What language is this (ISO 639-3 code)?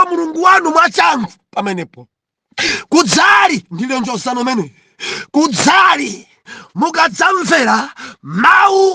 nya